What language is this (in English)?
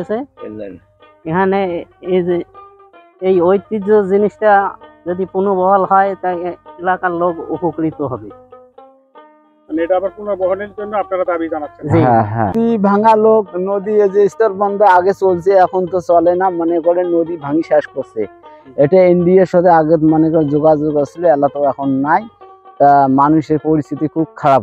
Bangla